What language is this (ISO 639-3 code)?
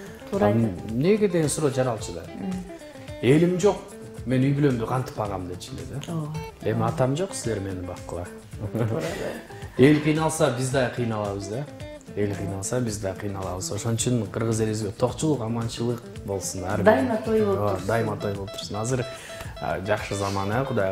kir